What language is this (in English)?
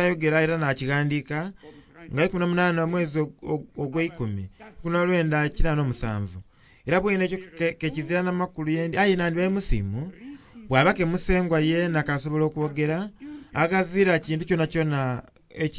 Soga